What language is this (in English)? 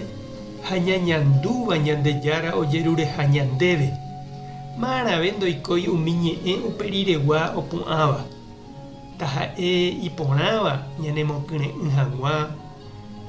Guarani